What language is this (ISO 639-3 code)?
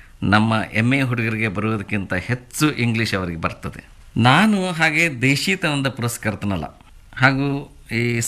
kan